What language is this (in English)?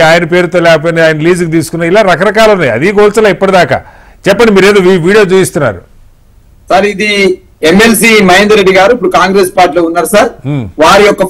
Telugu